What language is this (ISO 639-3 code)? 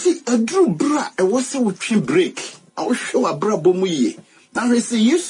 aka